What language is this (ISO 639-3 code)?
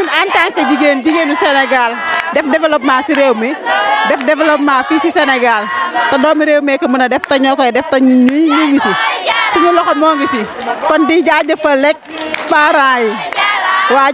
wol